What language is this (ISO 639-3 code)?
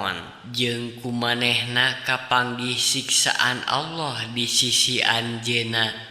sun